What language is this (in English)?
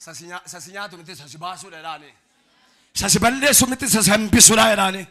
Oromo